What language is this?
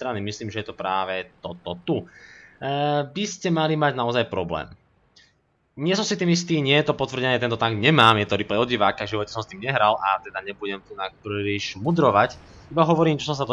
Slovak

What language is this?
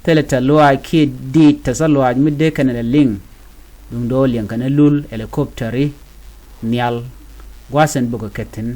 Nuer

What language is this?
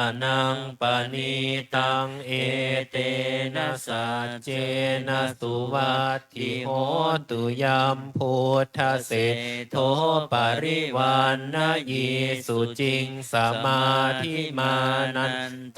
Pali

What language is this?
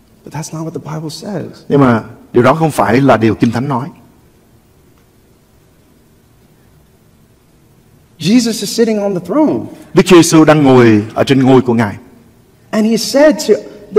Vietnamese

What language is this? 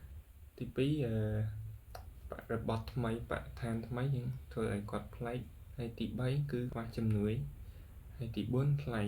Khmer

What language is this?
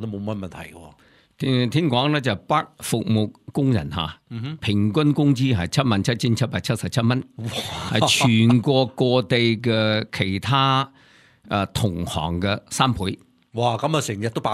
Cantonese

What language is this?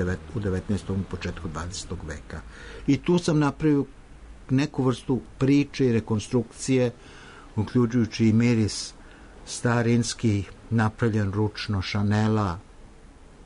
Serbian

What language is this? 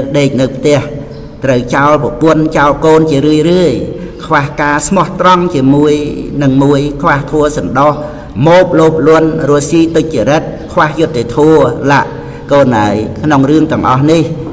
Khmer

